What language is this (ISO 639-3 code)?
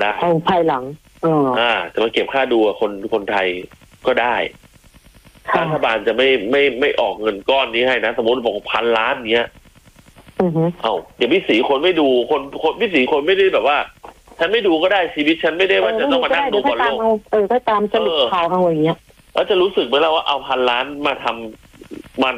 tha